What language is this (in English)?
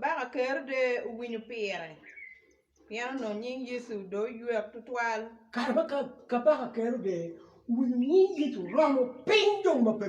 Acoli